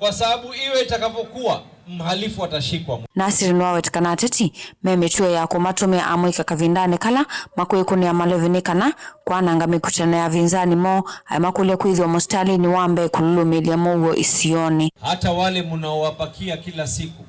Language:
Kamba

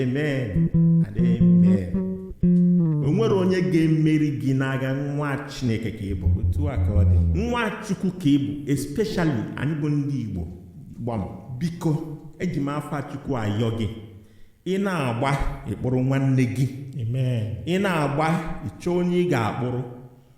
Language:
Igbo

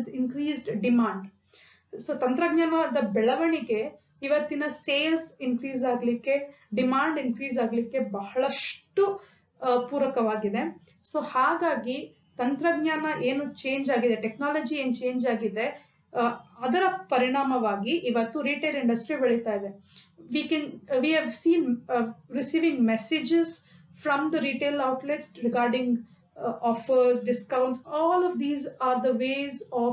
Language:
Kannada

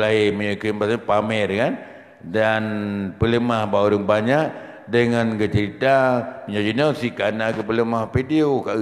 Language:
Achinese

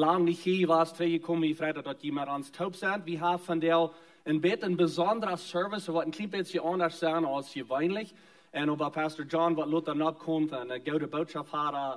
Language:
Plautdietsch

